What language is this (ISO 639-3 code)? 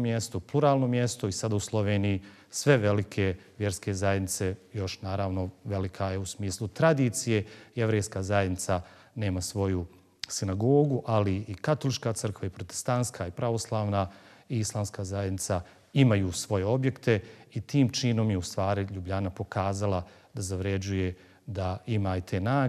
bos